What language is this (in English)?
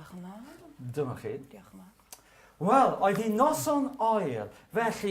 Welsh